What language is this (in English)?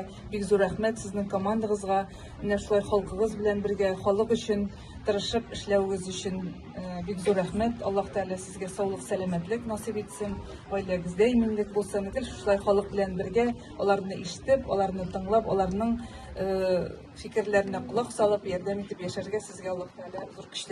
Tatar